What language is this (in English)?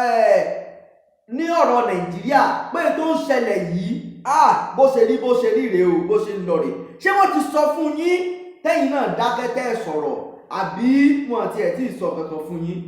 Yoruba